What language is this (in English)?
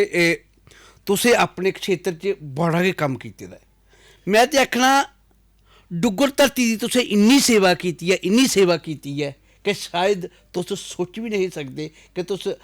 Dogri